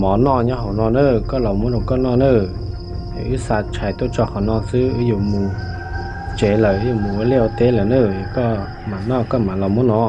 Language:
Hmong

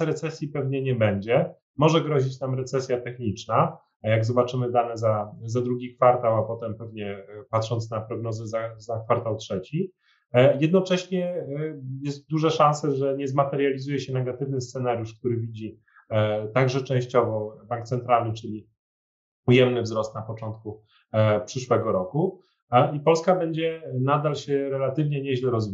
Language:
Polish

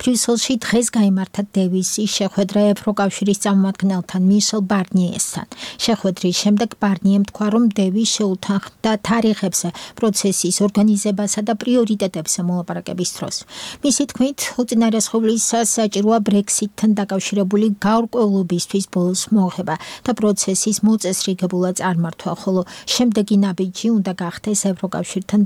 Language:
Georgian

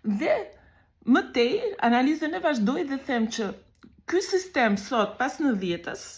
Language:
Albanian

